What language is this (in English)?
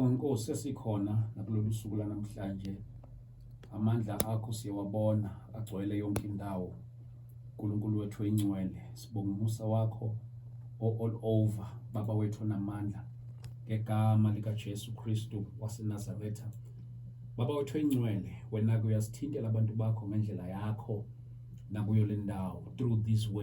Zulu